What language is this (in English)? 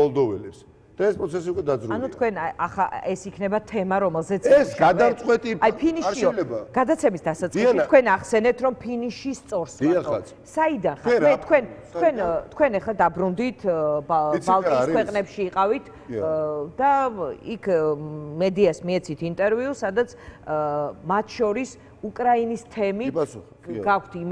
Georgian